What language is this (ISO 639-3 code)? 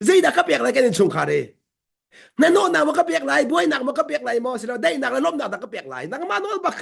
cnh